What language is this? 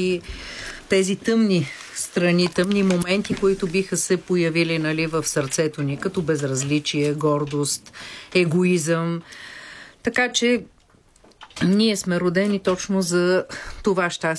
Bulgarian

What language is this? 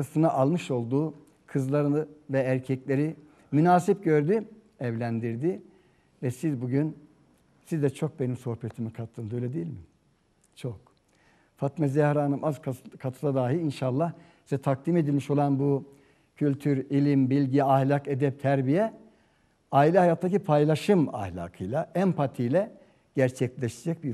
Turkish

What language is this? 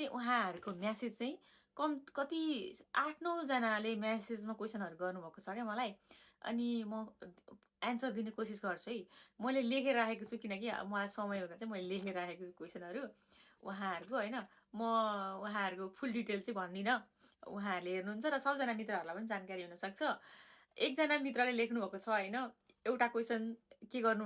Nepali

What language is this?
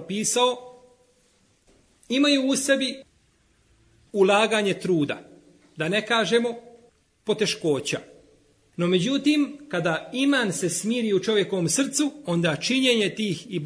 Bosnian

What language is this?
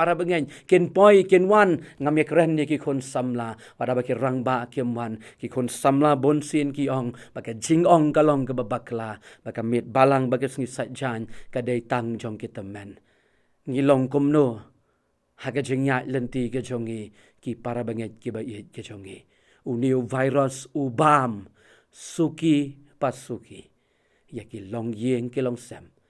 Khasi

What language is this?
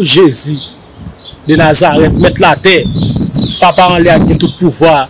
Haitian Creole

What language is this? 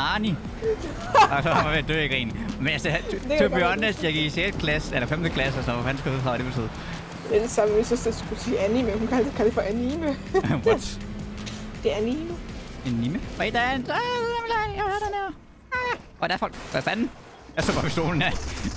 Danish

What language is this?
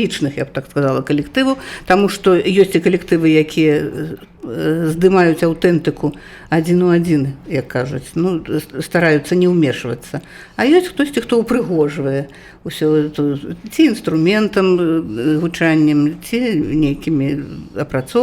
Belarusian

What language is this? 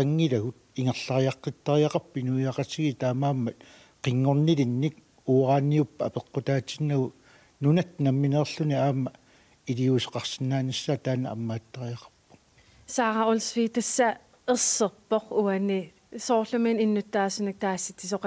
Kalaallisut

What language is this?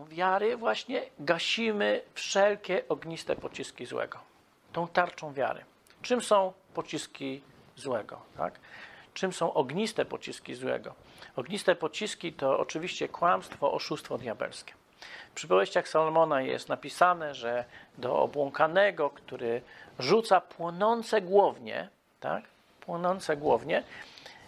Polish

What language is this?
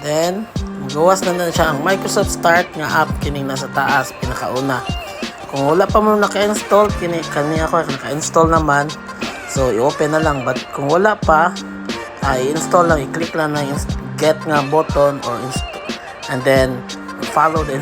Cebuano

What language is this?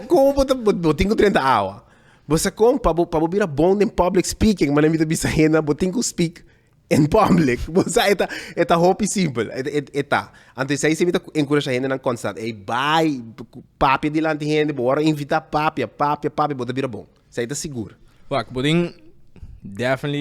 Papiamento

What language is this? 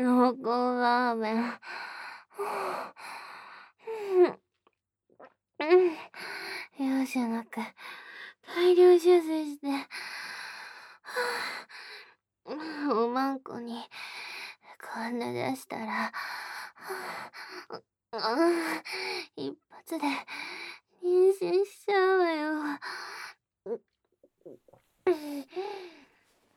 Japanese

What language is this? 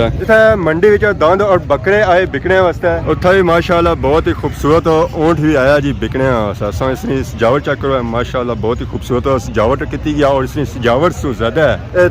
Pahari-Potwari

